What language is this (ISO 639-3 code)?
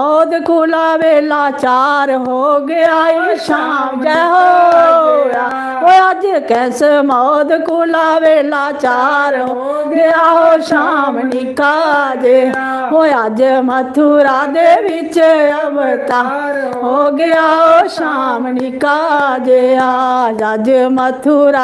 doi